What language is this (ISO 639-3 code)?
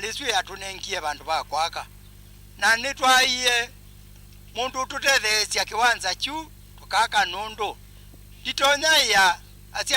kam